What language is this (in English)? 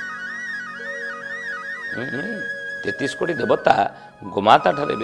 Odia